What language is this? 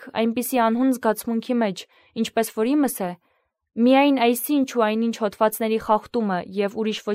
Armenian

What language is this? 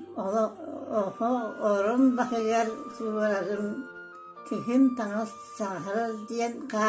Yakut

